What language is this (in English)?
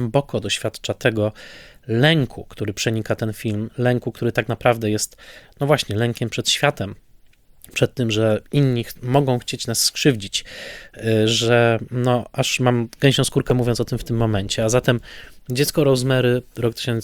Polish